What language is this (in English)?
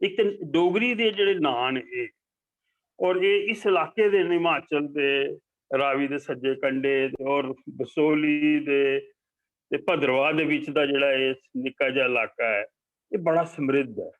Dogri